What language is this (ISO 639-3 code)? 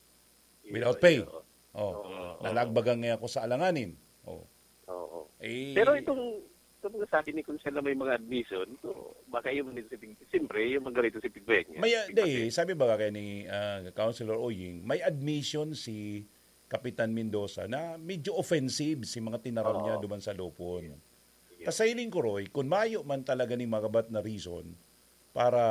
bik